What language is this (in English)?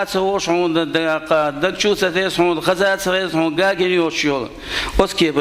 Chechen